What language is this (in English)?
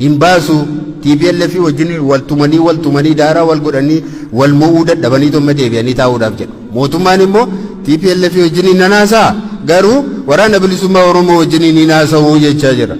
Oromo